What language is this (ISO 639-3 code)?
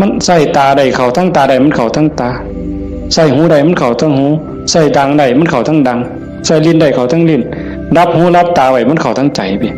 tts